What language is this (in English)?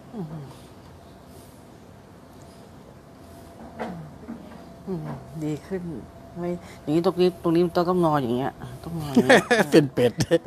Thai